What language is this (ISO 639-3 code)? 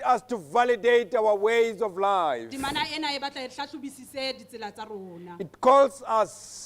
sot